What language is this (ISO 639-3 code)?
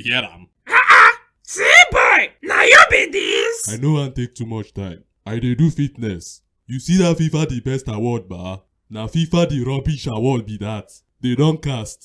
pcm